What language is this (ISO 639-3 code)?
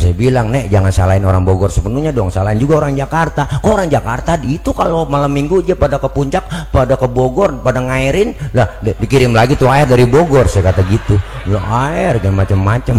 bew